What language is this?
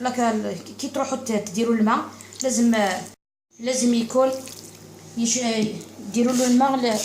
Algerian Arabic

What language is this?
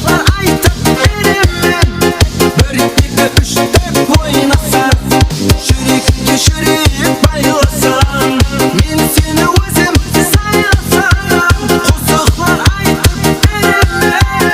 Kara-Kalpak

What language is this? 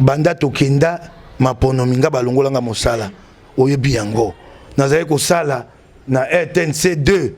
Lingala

